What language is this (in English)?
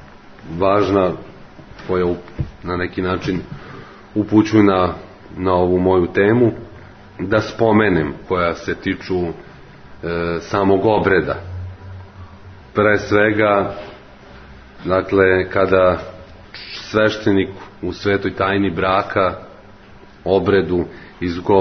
Serbian